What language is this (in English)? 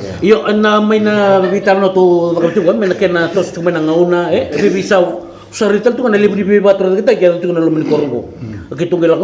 Fijian